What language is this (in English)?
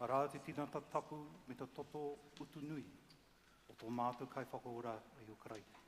Māori